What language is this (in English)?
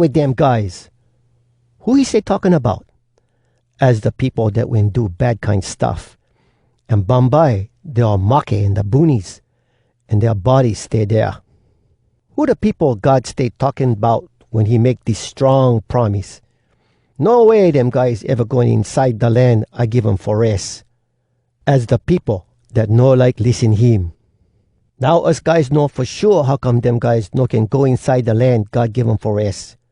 Hawai'i Creole English